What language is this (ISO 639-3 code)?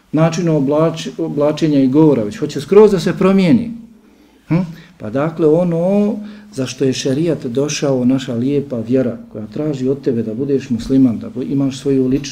bos